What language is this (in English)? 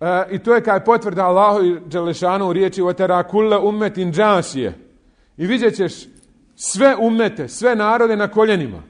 Bosnian